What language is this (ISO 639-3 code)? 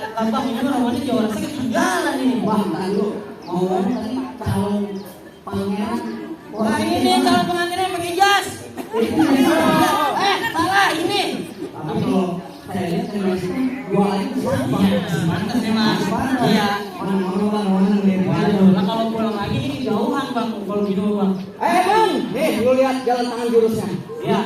bew